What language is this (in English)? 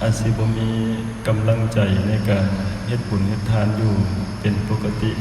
Northeastern Thai